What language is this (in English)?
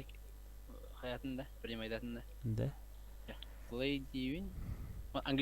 Yakut